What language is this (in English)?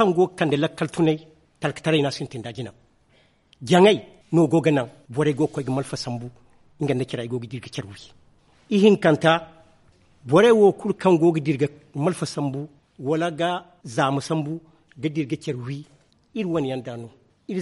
Zarma